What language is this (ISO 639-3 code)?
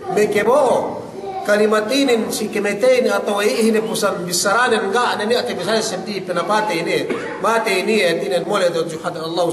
yka